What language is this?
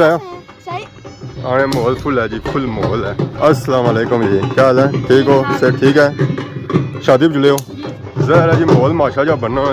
Pahari-Potwari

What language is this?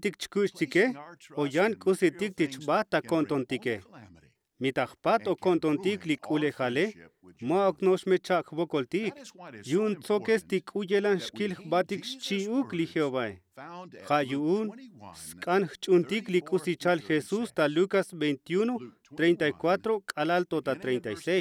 Tzotzil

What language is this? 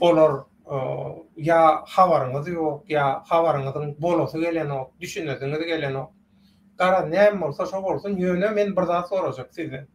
Turkmen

